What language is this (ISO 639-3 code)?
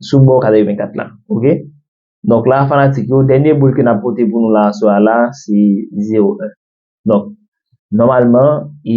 hat